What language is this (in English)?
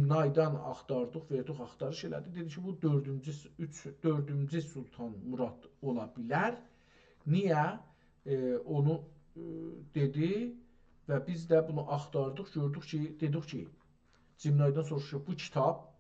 South Azerbaijani